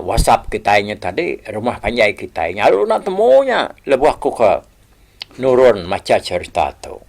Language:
Iban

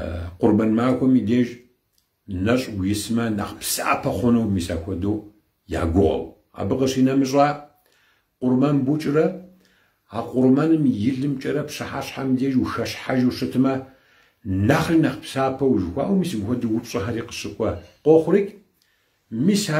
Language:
Kabardian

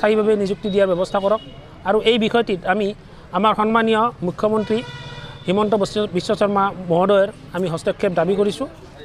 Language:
Assamese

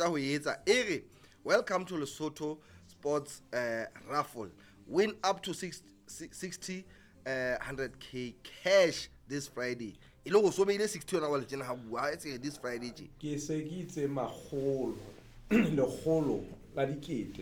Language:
Southern Sotho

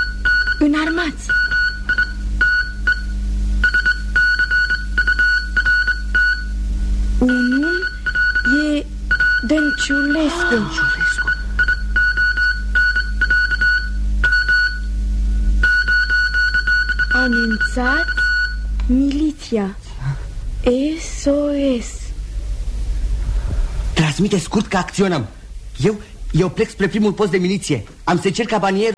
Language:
Romanian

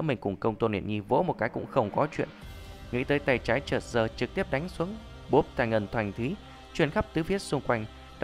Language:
Vietnamese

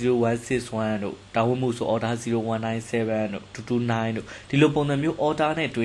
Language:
Burmese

